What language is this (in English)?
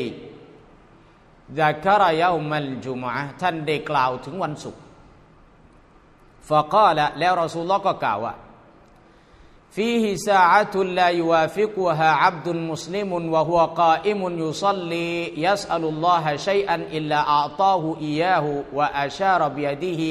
Thai